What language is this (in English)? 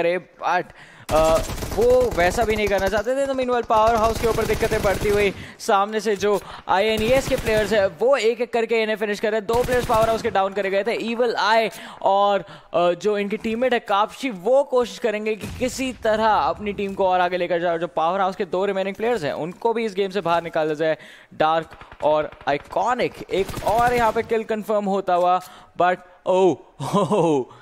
Hindi